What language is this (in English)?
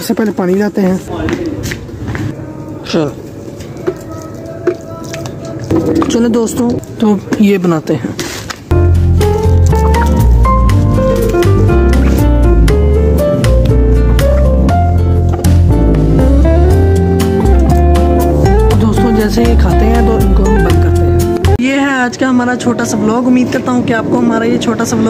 Hindi